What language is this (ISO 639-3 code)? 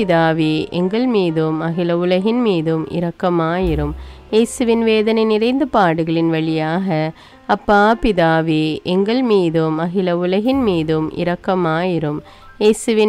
tam